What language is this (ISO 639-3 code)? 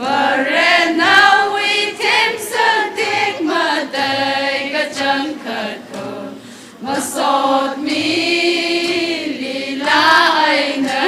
nmf